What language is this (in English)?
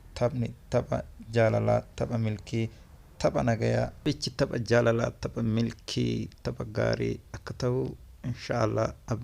Oromo